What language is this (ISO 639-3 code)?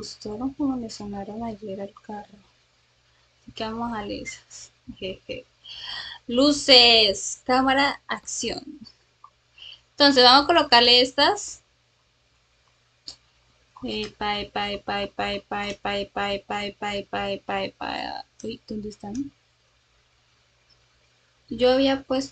spa